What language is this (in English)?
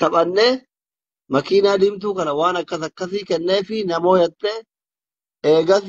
Oromo